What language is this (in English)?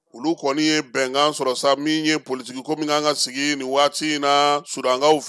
Bambara